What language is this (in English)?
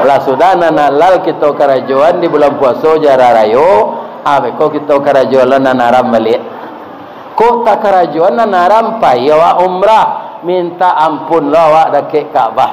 Minangkabau